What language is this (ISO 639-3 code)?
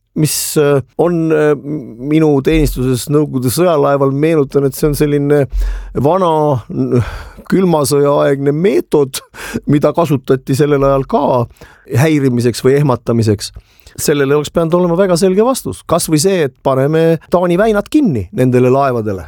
est